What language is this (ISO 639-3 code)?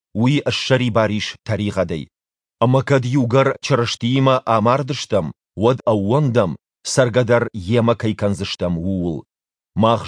oss